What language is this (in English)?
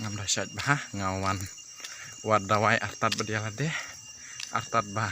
Khasi